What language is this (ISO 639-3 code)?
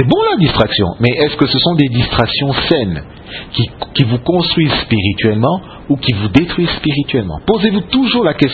fra